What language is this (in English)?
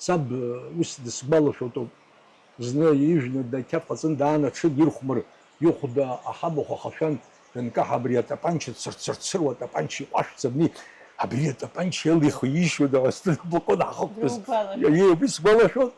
Abkhazian